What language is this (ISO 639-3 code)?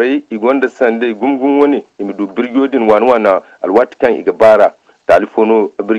dje